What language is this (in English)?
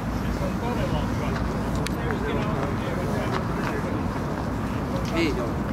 Finnish